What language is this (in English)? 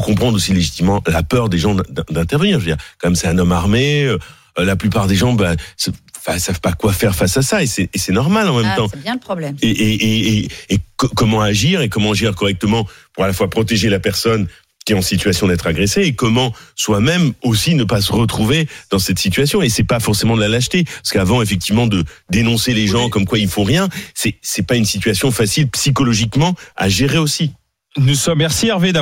French